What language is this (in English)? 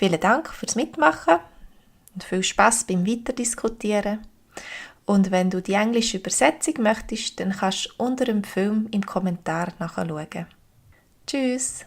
Swiss German